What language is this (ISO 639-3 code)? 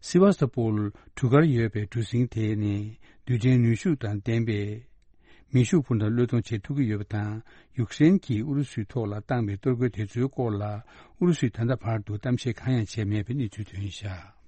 bod